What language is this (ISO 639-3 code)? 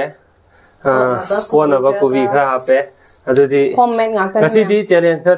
mni